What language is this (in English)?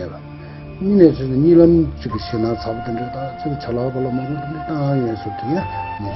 Tibetan